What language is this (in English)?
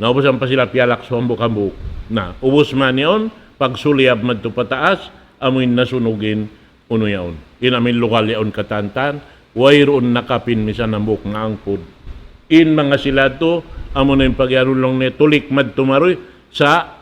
Tausug